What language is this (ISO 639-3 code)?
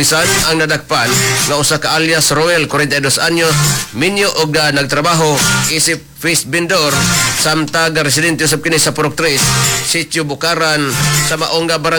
ceb